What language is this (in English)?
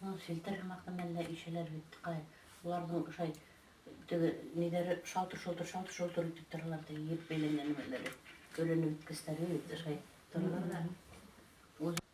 Bashkir